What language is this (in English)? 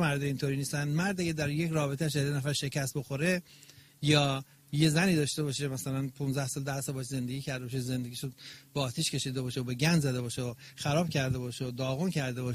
Persian